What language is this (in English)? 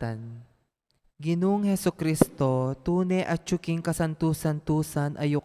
Pampanga